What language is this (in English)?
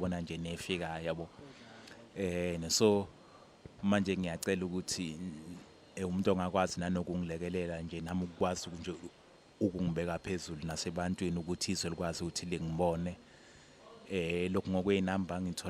Zulu